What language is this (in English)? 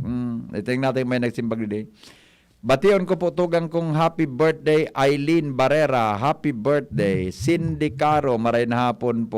Bikol